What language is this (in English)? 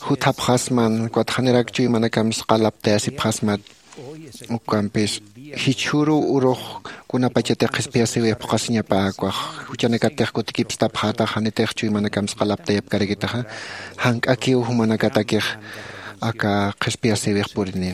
Aymara